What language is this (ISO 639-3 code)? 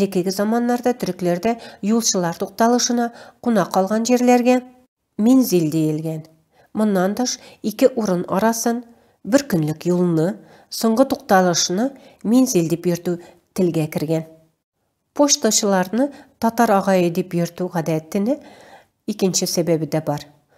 tat